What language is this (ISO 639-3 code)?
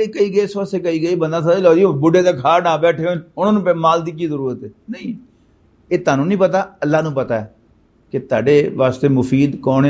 lah